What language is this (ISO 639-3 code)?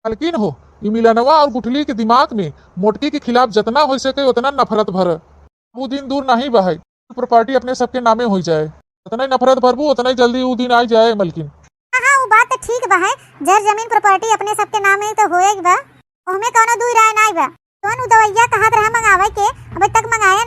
awa